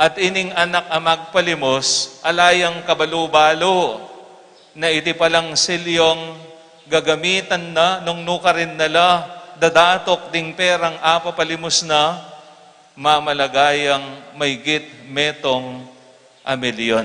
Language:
Pampanga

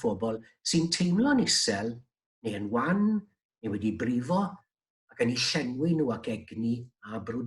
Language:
Welsh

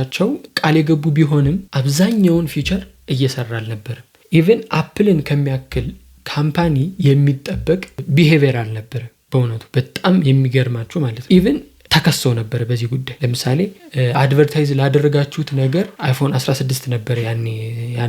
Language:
Amharic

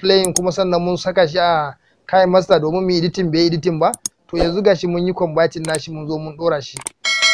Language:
Hausa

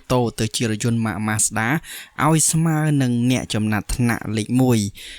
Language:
Khmer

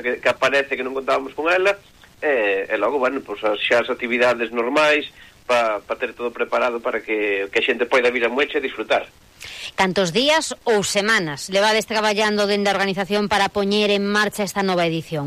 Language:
Galician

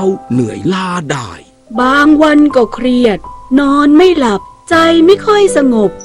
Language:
Thai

